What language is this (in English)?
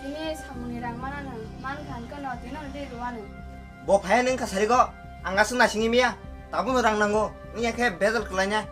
Kok Borok